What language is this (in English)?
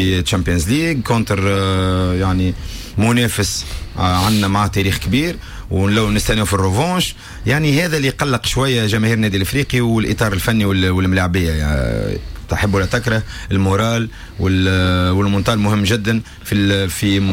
Tunisian Arabic